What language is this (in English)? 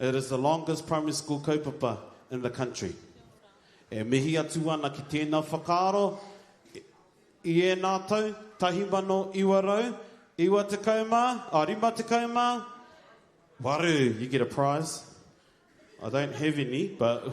Māori